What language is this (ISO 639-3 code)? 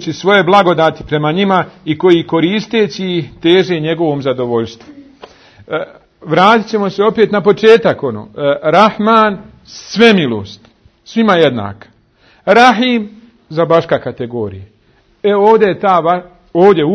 bos